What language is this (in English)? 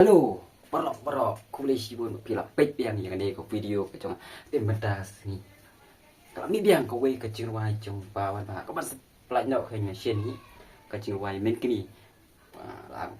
Khasi